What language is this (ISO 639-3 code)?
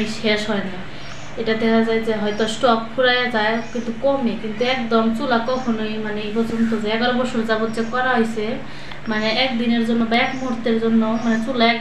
ben